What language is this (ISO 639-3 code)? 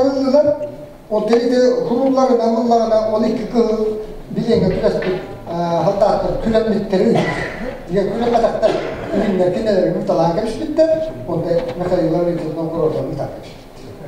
sah